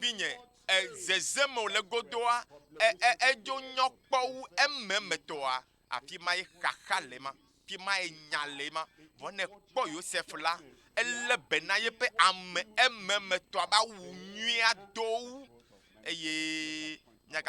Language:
Ewe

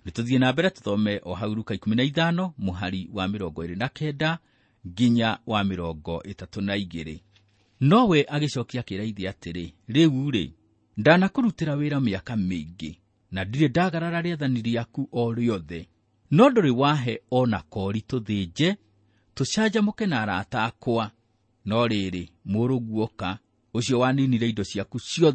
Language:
Kikuyu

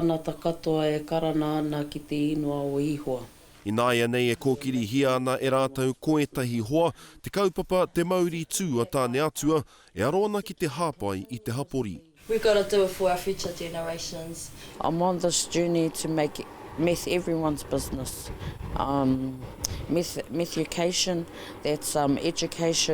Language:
Māori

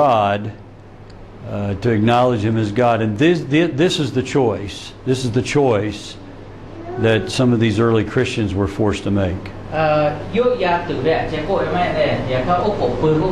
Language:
Lahu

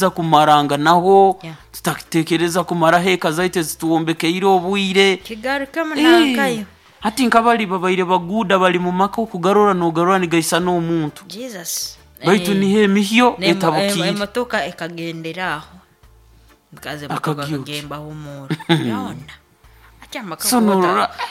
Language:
Nyoro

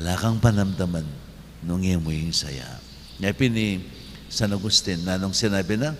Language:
Pampanga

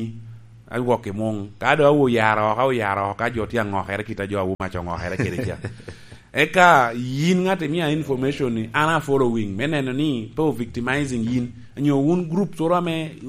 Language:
Lango (Uganda)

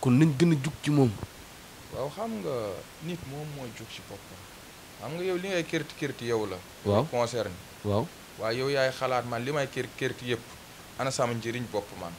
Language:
Wolof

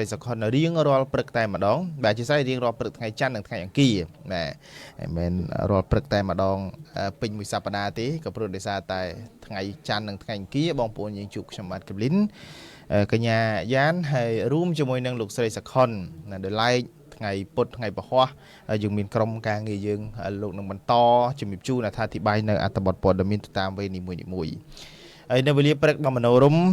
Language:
Khmer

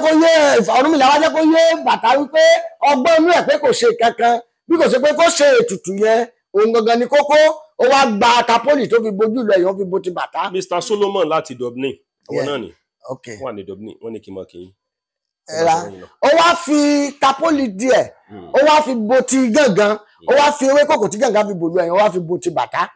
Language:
Yoruba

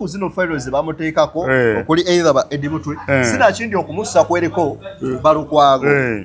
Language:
Ganda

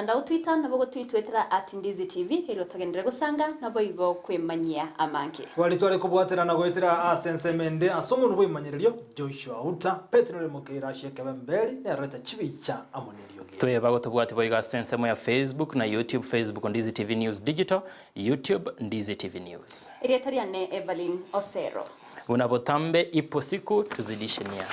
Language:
Gusii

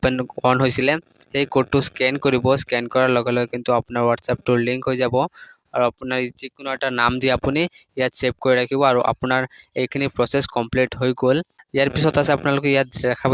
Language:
Assamese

